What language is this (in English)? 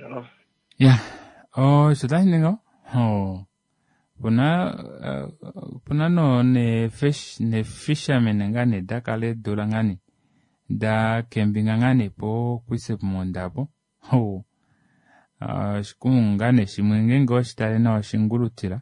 Kuanyama